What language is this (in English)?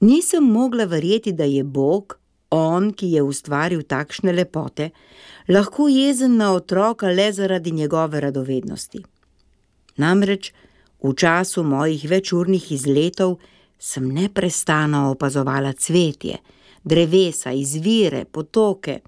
Slovenian